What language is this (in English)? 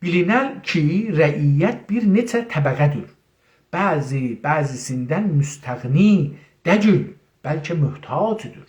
South Azerbaijani